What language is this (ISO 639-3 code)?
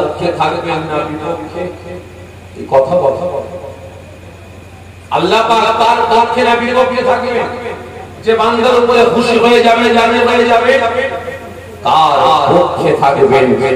ben